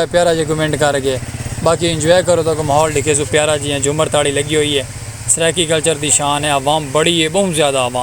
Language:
Saraiki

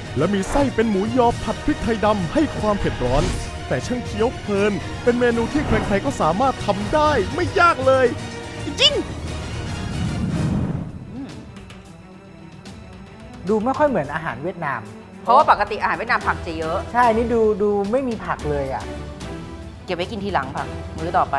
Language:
Thai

